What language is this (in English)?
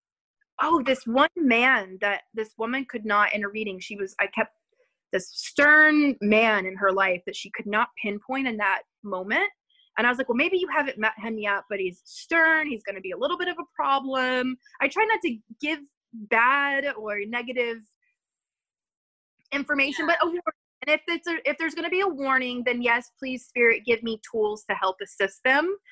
English